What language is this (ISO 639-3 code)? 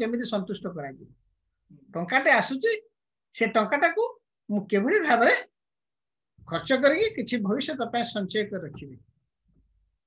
ori